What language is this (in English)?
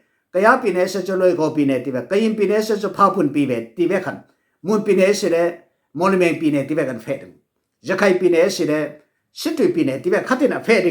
Falam Chin